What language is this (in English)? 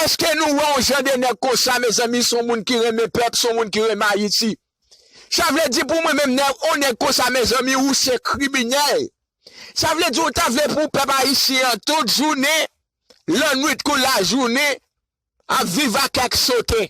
Haitian Creole